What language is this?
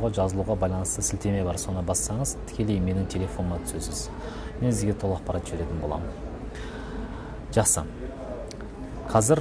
Kazakh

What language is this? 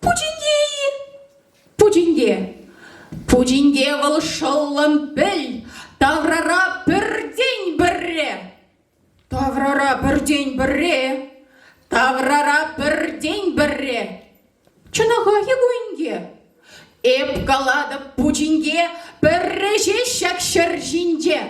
Chuvash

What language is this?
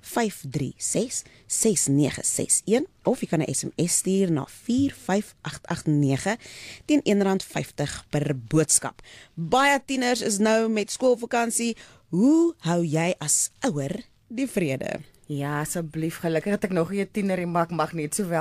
Afrikaans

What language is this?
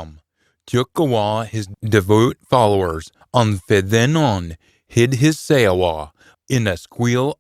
Scots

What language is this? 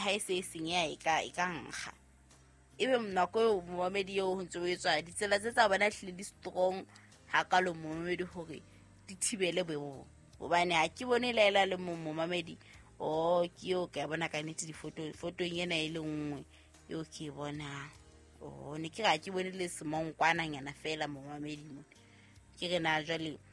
Southern Sotho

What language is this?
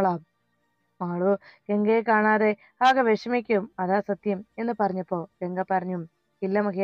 Malayalam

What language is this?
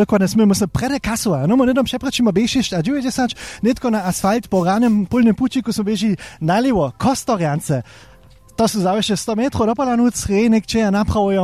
Upper Sorbian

